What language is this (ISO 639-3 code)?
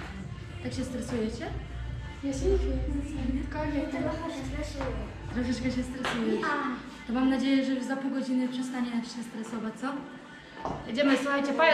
pol